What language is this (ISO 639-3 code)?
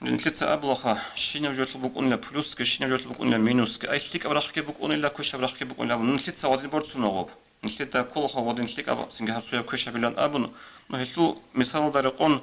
ava